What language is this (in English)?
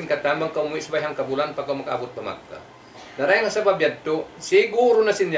Tausug